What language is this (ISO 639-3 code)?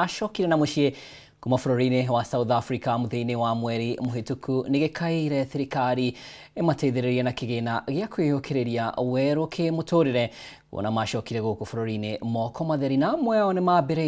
kik